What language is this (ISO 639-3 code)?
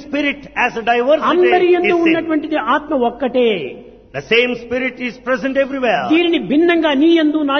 tel